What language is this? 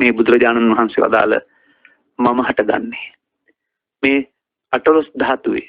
Sinhala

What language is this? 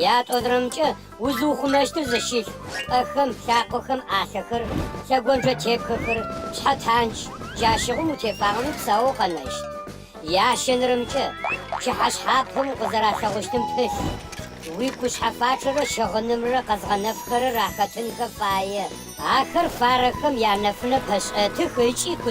Adyghe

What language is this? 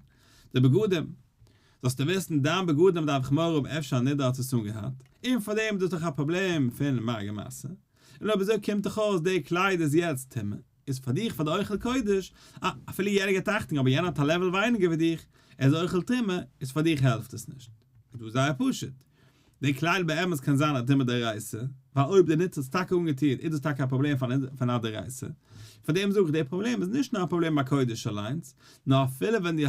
Yiddish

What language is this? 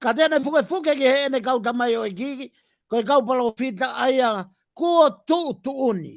Tongan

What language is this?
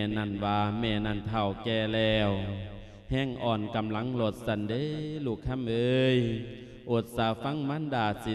Lao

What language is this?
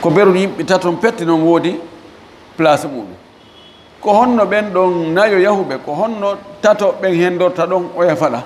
Fula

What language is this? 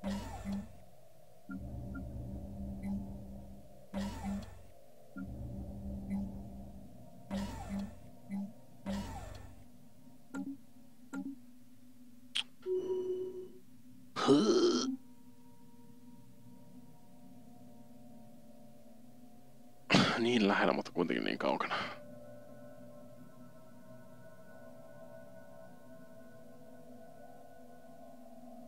Finnish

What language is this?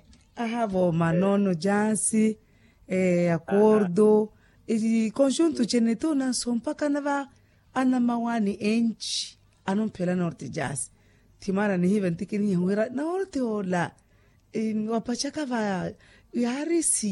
Makhuwa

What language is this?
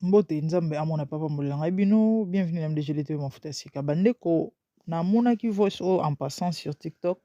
Lingala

